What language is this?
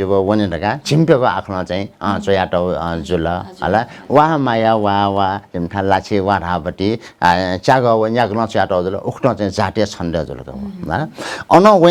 Newari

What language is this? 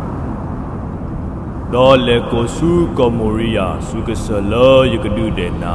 S'gaw Karen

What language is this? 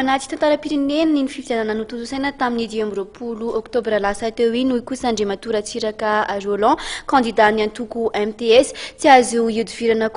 Malagasy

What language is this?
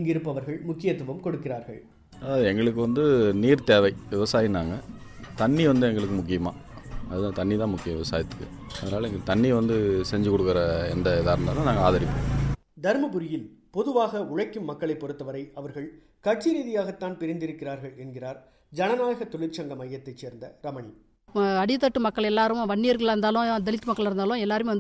Tamil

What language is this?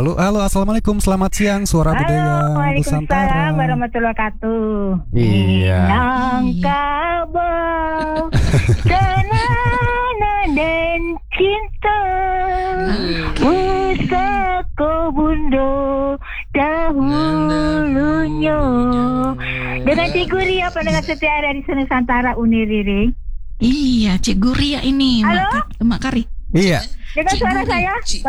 Indonesian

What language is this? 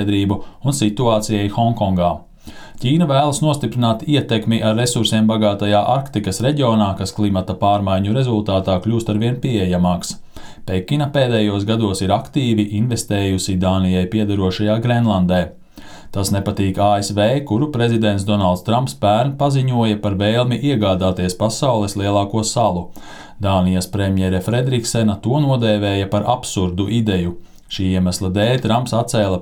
Latvian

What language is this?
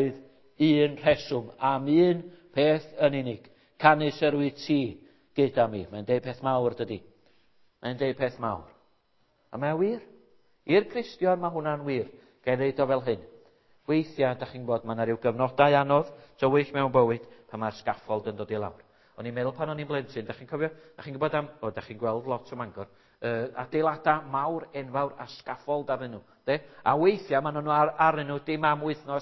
Welsh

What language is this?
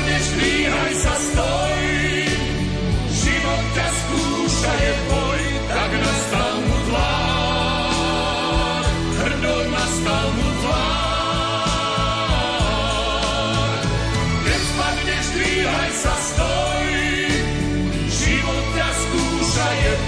Slovak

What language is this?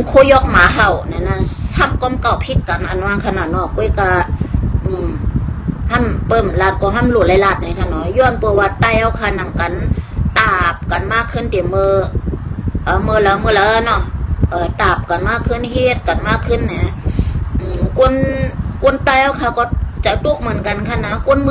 Shan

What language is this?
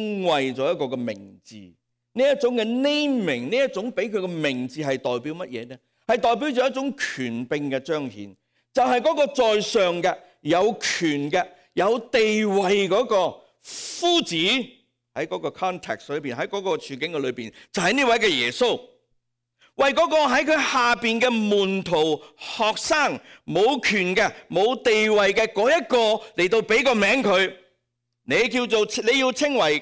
Cantonese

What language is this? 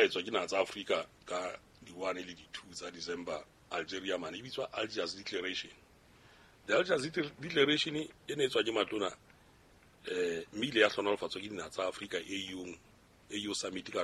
Southern Sotho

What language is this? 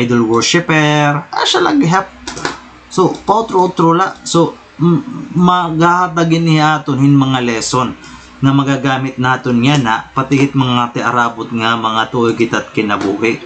Waray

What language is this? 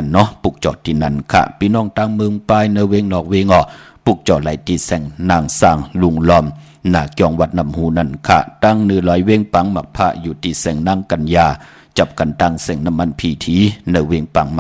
Shan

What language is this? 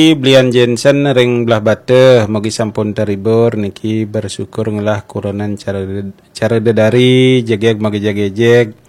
Balinese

